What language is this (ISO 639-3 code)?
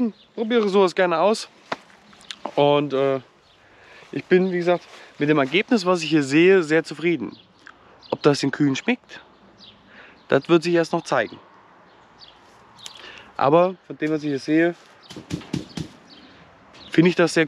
deu